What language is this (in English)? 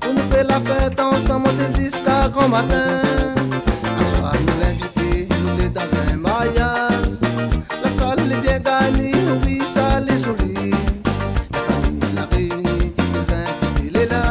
Réunion Creole French